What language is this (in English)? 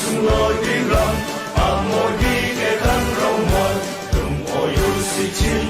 Falam Chin